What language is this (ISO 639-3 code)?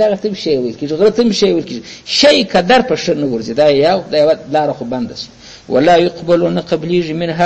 pus